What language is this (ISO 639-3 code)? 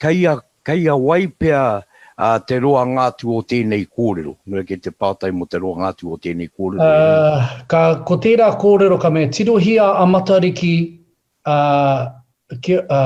mri